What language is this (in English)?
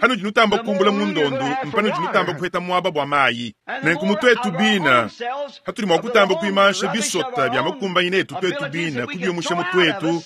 Luba-Lulua